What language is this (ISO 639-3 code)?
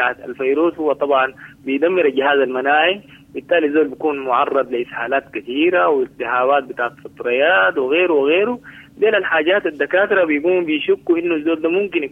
apd